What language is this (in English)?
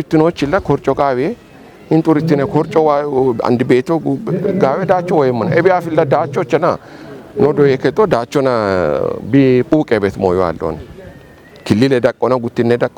Kafa